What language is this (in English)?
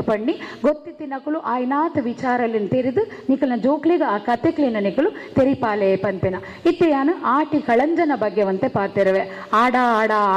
Tulu